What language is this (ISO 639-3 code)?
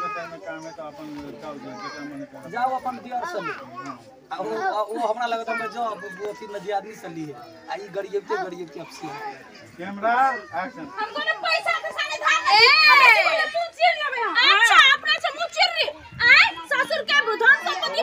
mai